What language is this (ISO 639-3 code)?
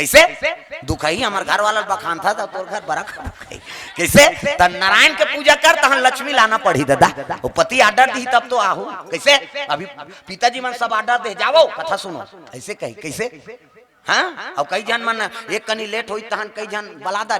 hne